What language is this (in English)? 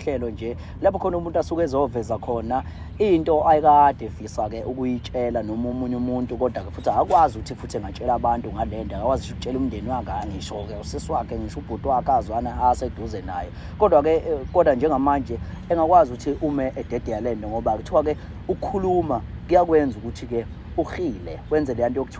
Zulu